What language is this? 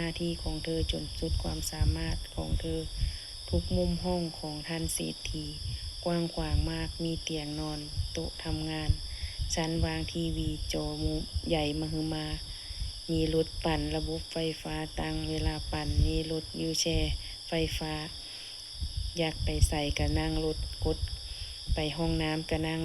Lao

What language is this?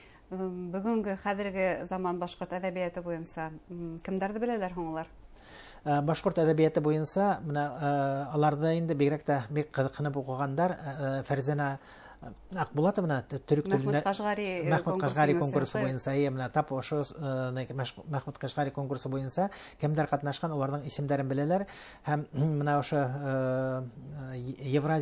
Bashkir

